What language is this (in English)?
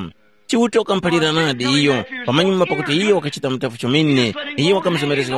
Tumbuka